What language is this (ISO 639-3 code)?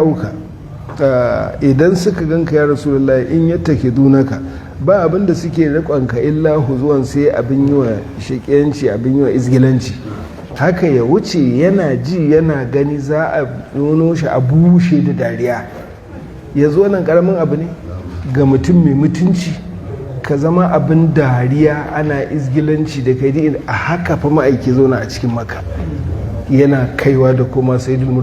hau